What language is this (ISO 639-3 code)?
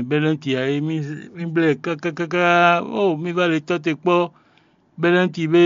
fon